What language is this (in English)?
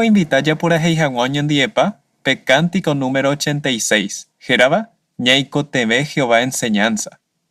Guarani